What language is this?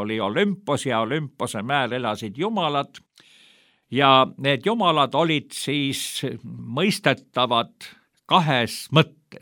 Estonian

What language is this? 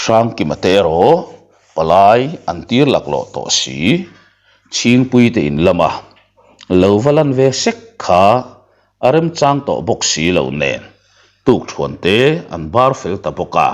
Mizo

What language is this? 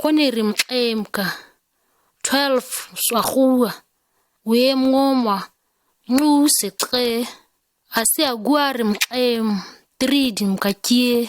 ǁGana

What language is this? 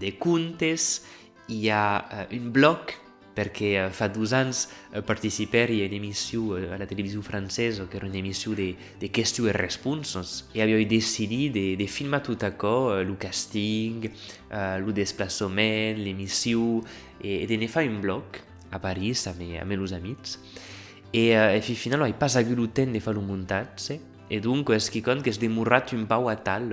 Occitan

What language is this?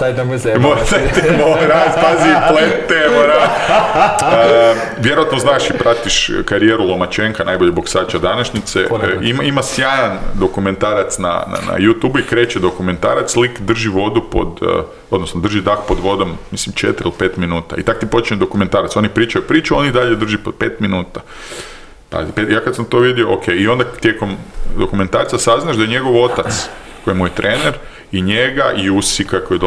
Croatian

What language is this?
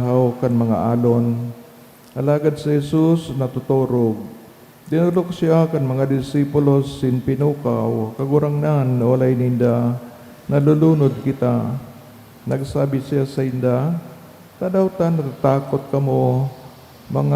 Bikol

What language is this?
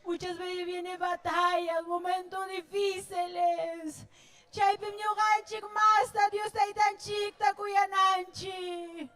Ayacucho Quechua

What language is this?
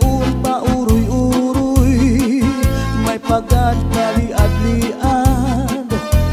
Waray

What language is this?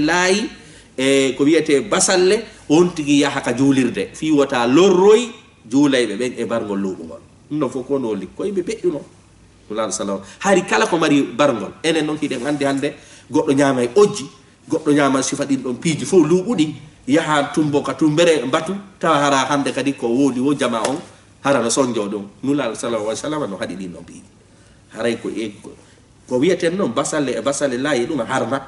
Fula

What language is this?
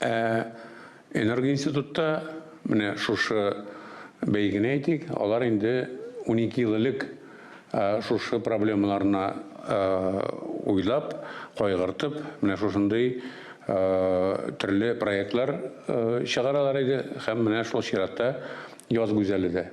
Tatar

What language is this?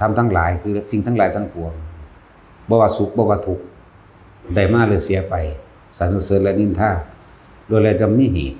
Northeastern Thai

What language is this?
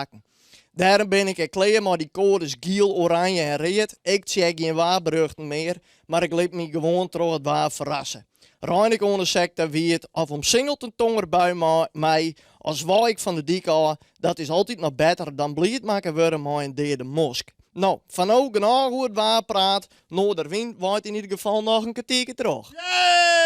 Western Frisian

